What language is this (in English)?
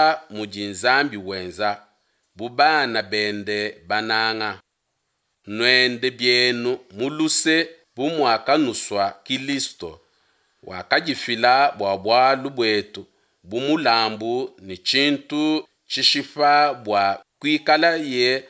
Luba-Lulua